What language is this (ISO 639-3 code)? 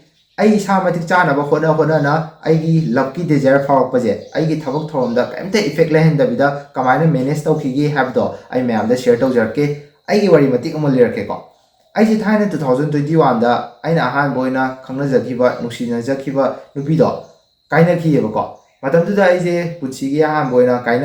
mni